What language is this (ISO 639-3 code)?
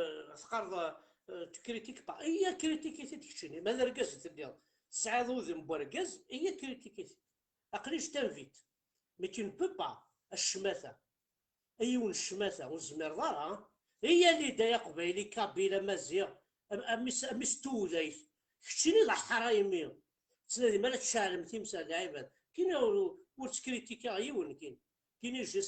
kab